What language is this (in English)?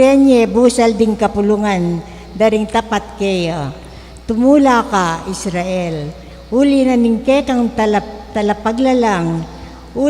Pampanga